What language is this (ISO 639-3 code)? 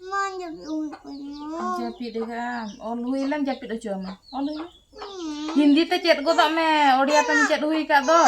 sat